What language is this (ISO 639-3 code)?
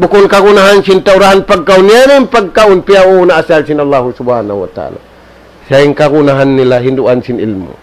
tsg